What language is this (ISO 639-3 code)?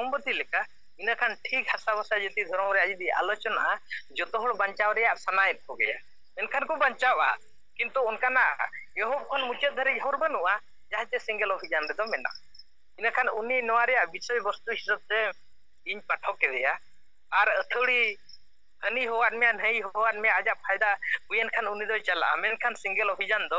sat